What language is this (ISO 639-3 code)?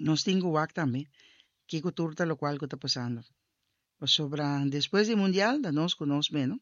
pap